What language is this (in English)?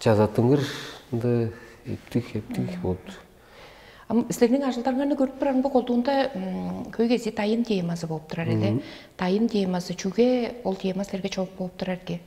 Tuvinian